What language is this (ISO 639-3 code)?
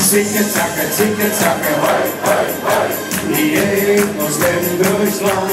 lim